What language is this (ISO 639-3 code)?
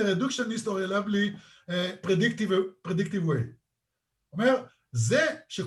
heb